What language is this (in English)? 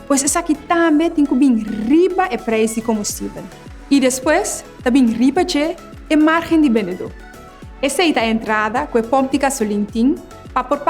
Papiamento